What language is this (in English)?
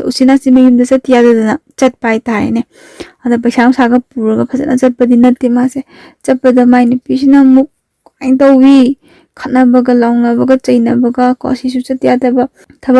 Manipuri